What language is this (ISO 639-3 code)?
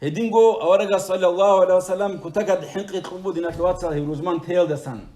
ava